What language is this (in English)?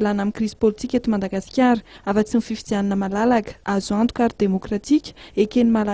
Malagasy